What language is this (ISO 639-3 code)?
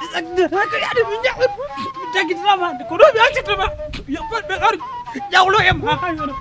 ful